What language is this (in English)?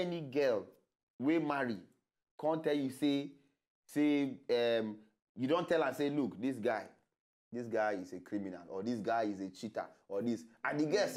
Nigerian Pidgin